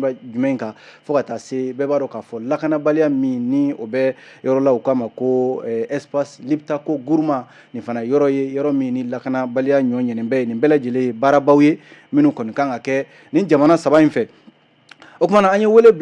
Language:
Bambara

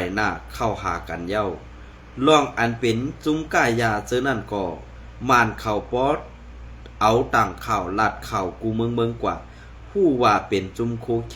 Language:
Shan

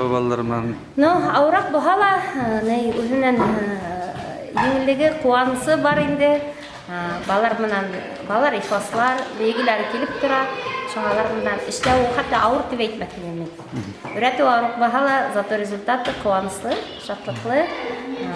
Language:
Bashkir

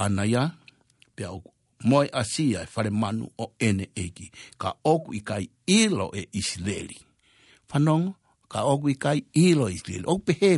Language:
Tongan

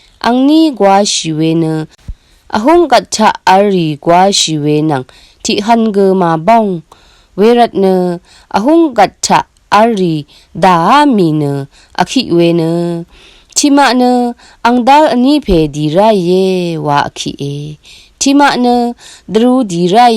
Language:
Rawang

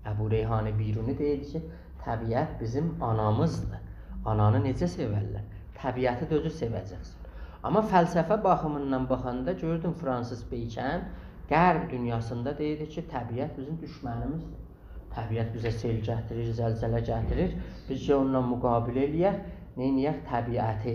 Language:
South Azerbaijani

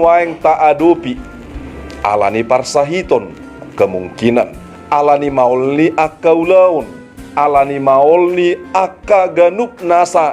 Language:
Batak Toba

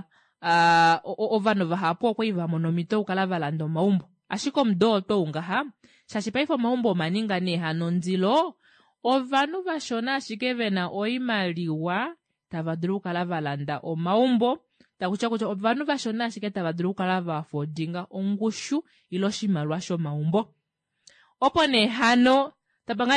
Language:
Kuanyama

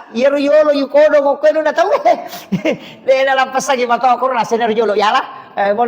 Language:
Buginese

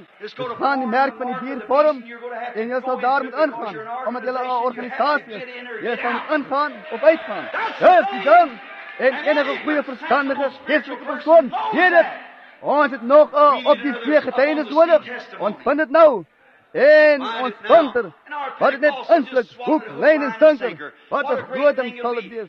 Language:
Afrikaans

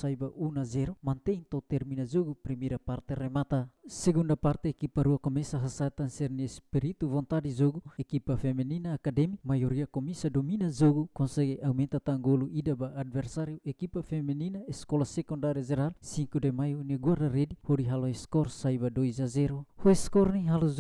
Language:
Tetum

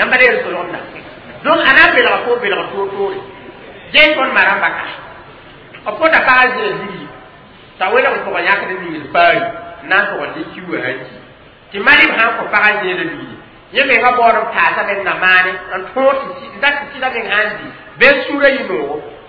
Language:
Mossi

